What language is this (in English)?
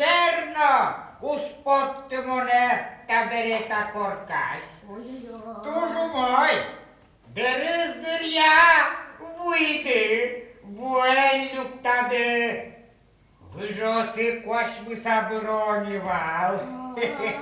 Udmurt